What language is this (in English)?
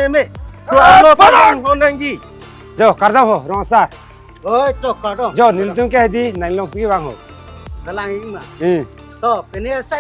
Karbi